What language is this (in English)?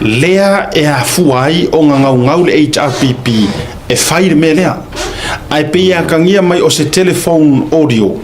Samoan